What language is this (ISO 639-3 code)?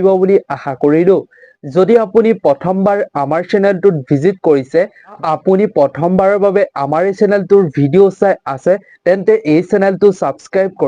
asm